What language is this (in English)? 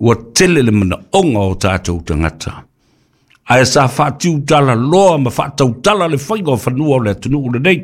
Samoan